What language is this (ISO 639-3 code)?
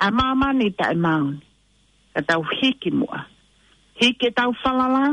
ton